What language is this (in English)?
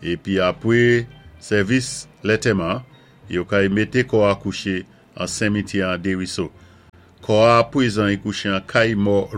Saint Lucian Creole French